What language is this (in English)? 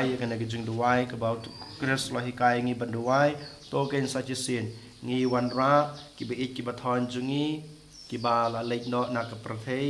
Khasi